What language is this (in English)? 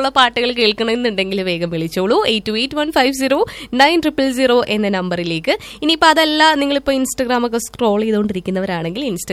Malayalam